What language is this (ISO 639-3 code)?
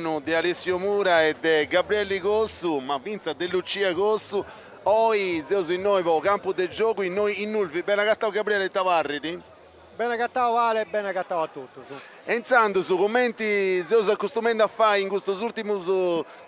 srd